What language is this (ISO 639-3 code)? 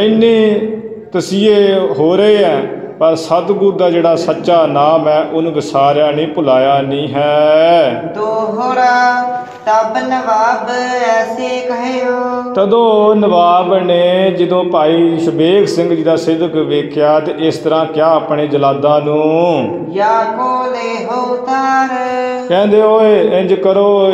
pan